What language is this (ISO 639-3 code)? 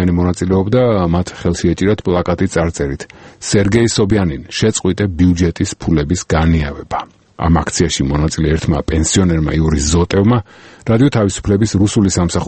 kat